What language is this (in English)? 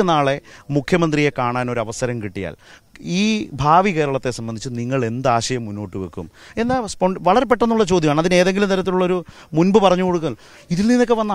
Malayalam